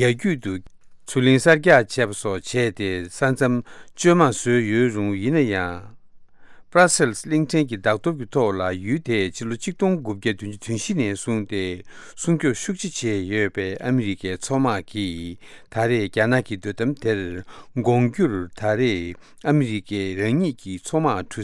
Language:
Tibetan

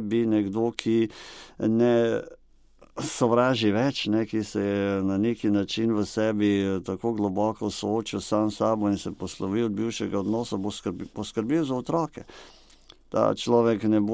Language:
Slovenian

